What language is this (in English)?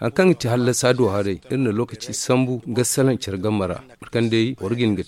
Zarma